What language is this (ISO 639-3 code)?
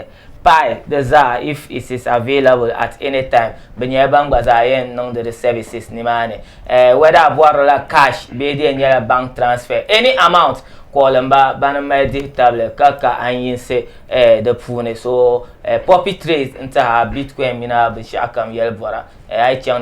dag